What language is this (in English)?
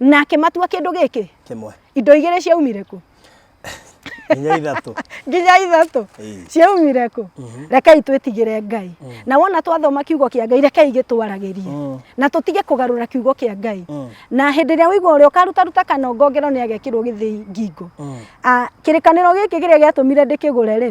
Kikuyu